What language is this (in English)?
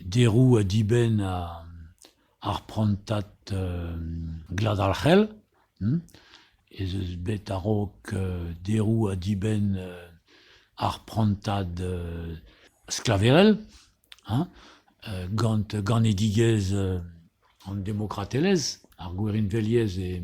Breton